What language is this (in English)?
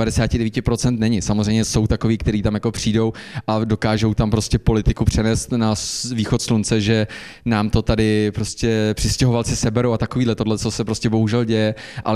Czech